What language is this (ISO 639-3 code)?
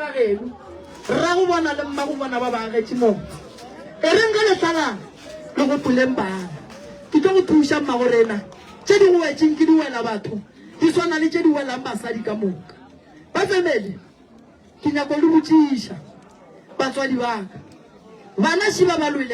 nso